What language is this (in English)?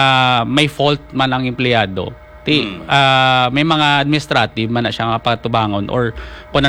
Hiligaynon